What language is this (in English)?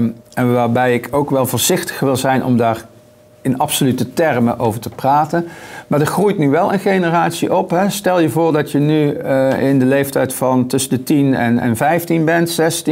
Dutch